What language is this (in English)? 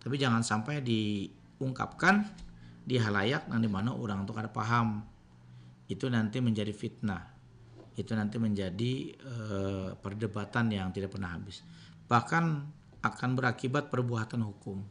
Banjar